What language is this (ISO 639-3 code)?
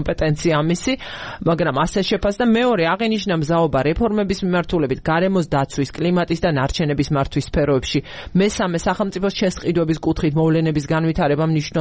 kat